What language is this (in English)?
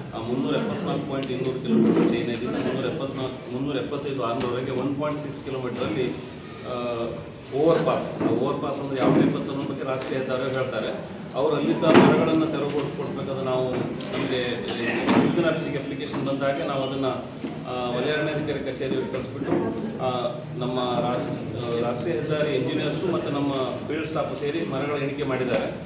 Kannada